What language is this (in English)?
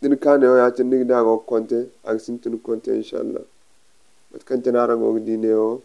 Zarma